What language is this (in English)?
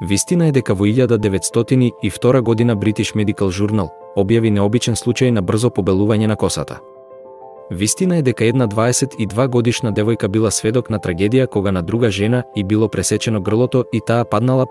Macedonian